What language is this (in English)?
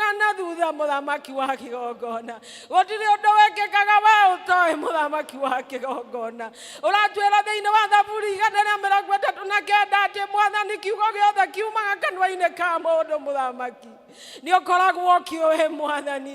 Kikuyu